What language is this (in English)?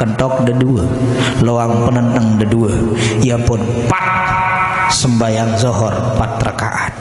Sasak